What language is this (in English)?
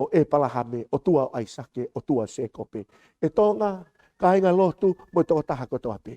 Tongan